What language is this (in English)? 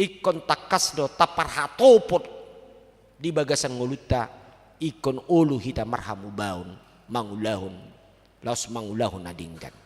Batak Toba